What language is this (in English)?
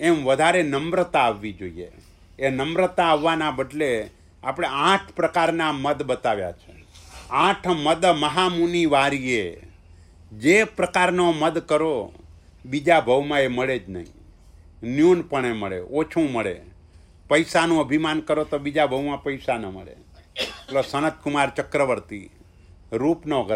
Gujarati